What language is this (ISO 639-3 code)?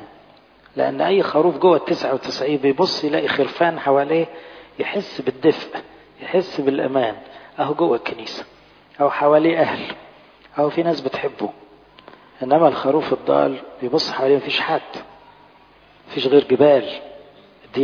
arz